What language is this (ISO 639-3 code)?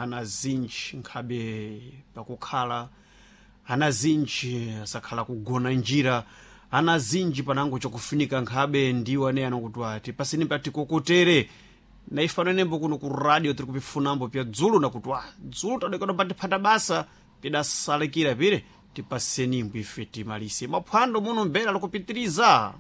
seh